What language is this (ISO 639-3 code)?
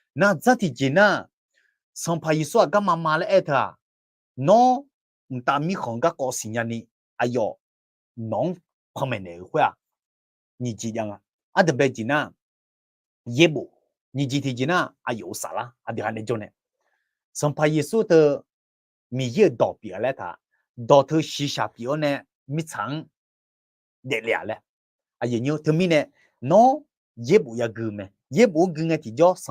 ahk